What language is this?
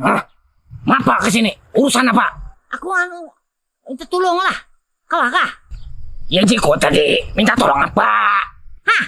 Banjar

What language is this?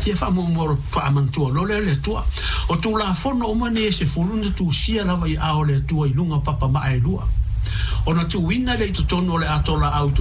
Samoan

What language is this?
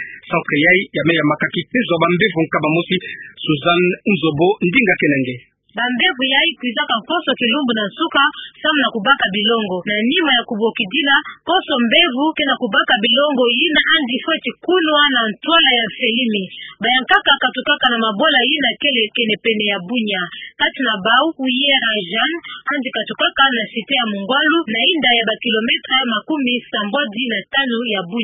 Kituba (Democratic Republic of Congo)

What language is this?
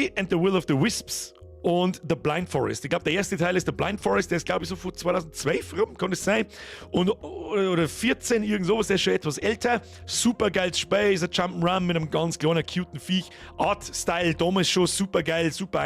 Bavarian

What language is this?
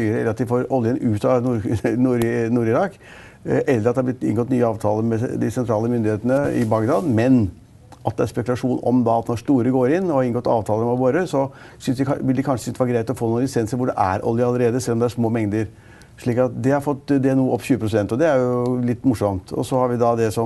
Norwegian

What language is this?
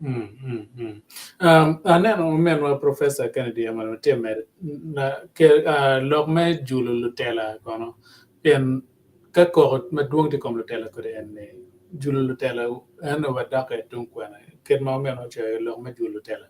Acoli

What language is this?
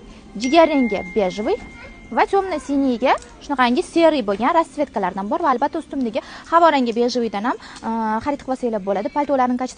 Uzbek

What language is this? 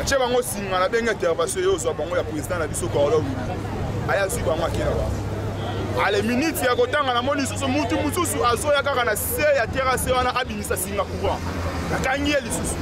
Lingala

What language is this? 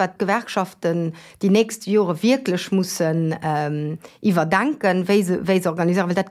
Luxembourgish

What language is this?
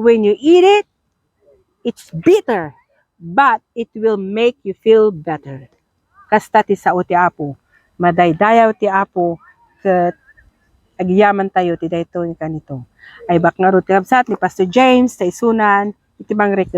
Iloko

